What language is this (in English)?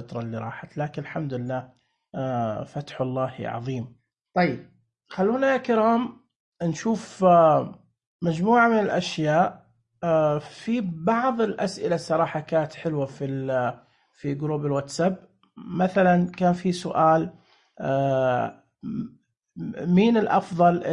Najdi Arabic